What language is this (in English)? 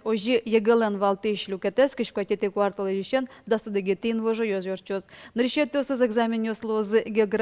Udmurt